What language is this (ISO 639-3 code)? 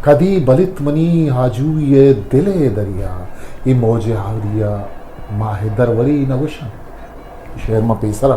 bgp